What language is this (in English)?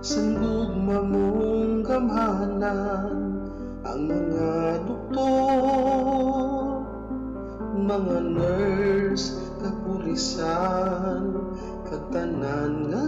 Hiligaynon